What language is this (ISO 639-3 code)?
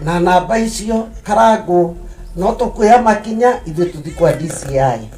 kik